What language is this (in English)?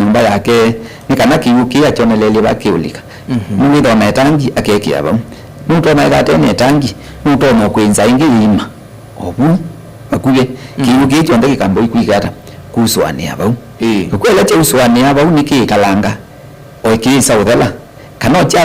Kamba